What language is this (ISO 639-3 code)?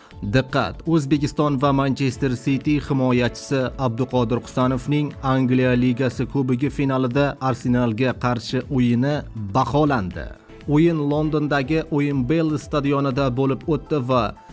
uzb